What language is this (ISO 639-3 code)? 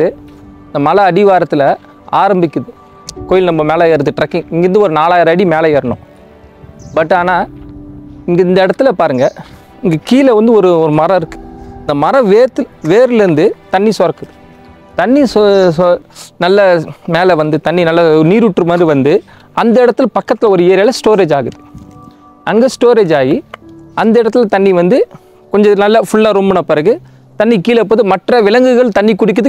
tam